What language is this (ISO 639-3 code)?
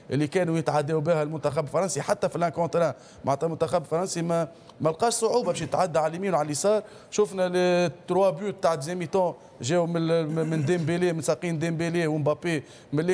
aeb